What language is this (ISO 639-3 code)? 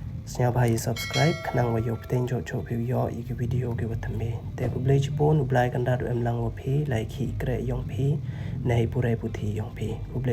pbv